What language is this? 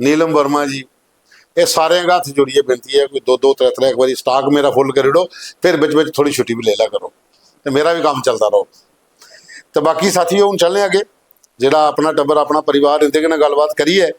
Dogri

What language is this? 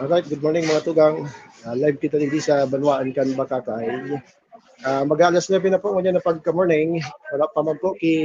Bikol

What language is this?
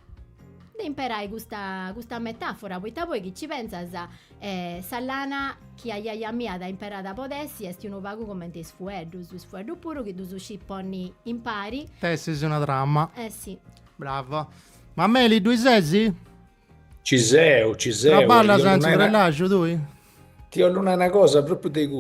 Sardinian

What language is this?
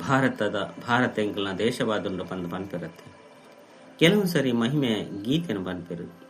Tulu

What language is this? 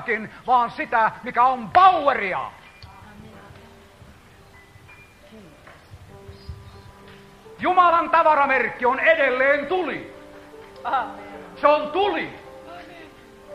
Finnish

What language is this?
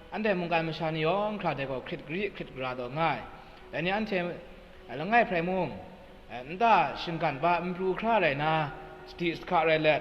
Kachin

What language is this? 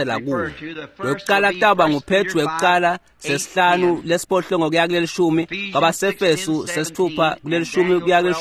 Swati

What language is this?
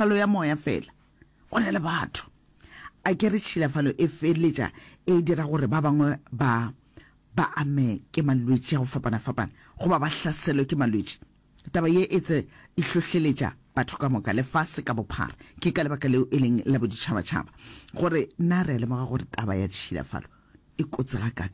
Northern Sotho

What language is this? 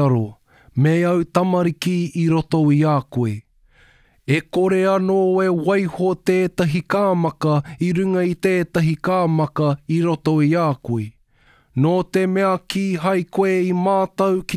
Māori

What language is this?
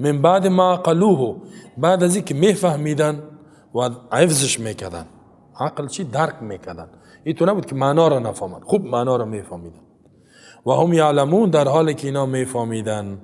Persian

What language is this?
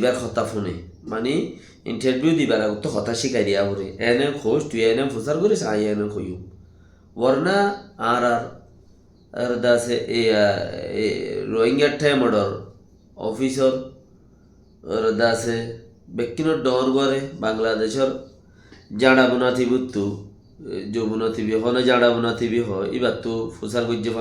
Rohingya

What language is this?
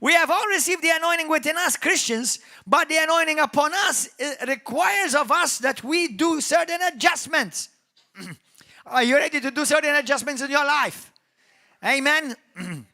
English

